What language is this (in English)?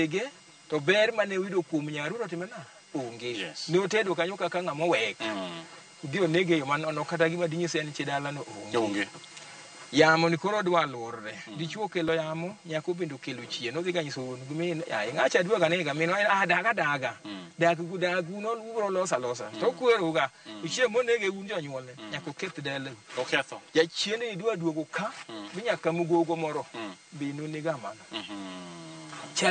Luo (Kenya and Tanzania)